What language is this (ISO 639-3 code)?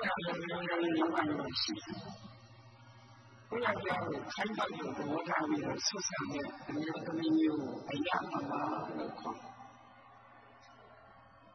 mya